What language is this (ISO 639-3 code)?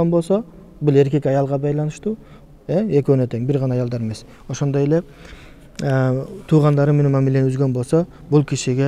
kir